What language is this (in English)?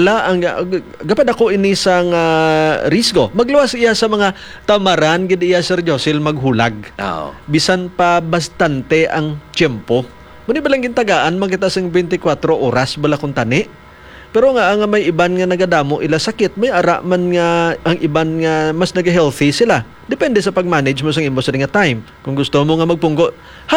Hiligaynon